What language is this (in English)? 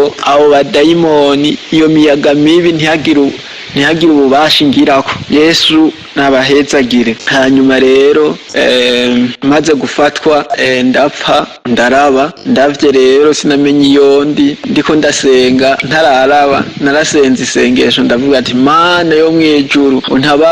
Rundi